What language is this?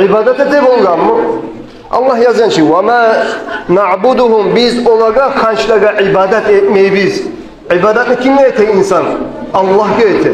Kumyk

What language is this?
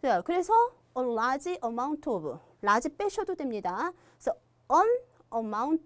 Korean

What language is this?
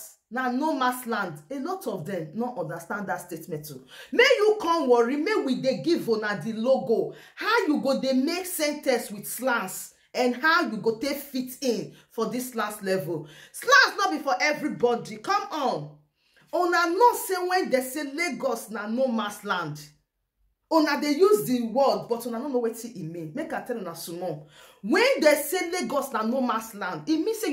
Nigerian Pidgin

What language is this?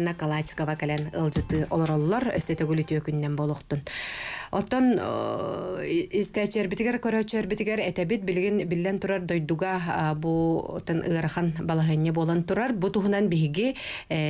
Yakut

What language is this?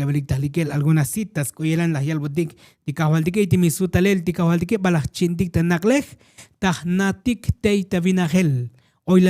Tzotzil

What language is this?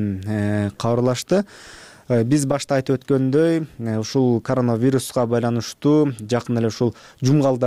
Kyrgyz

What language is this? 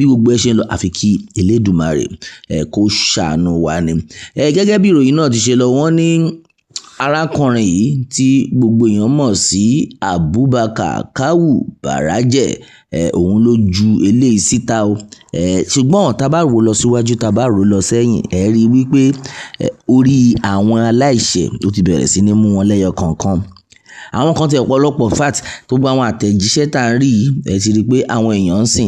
Yoruba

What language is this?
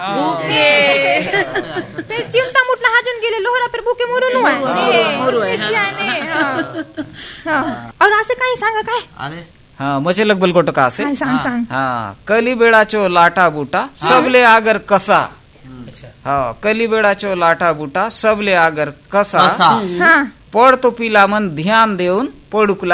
Marathi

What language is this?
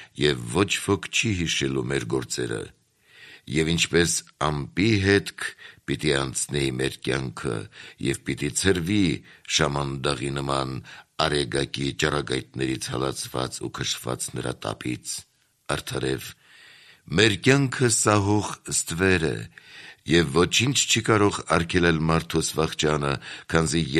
Armenian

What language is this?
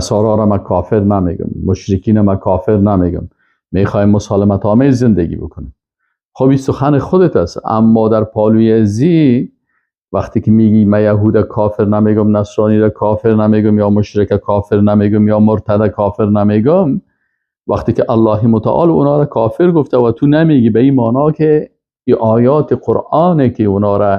Persian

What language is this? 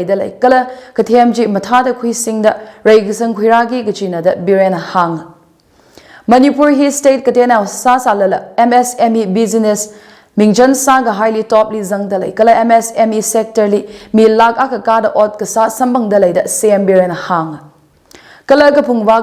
Tangkhul Naga (India)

